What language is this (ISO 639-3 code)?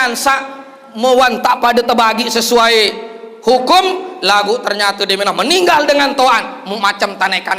sas